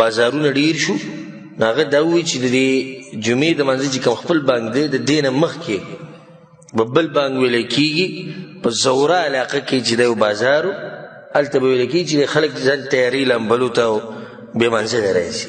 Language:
Pashto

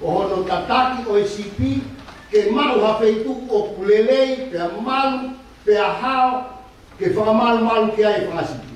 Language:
Tongan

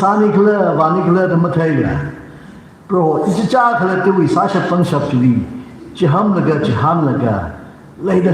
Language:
Tangkhul Naga (India)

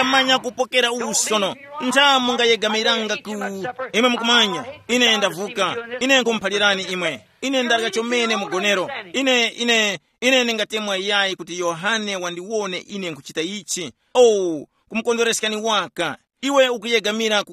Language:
Tumbuka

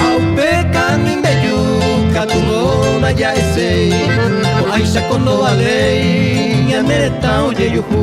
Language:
Guarani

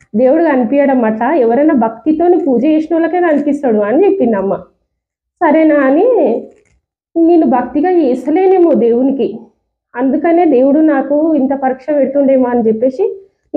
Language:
Telugu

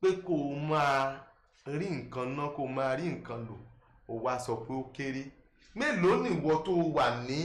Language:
Yoruba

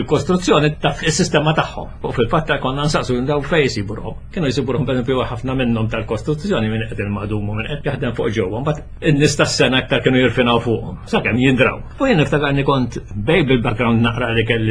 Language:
Maltese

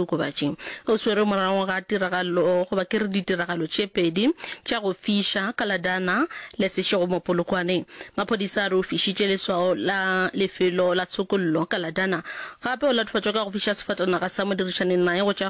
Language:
Northern Sotho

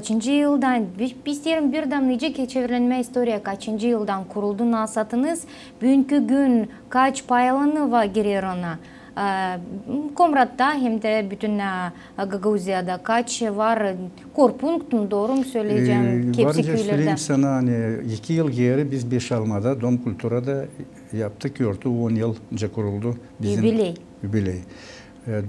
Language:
Gagauz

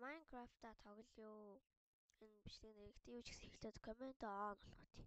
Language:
Mongolian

